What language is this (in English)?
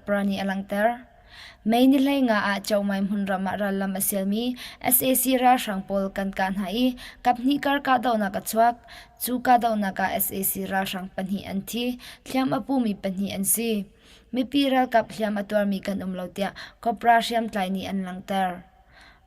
Hakha Chin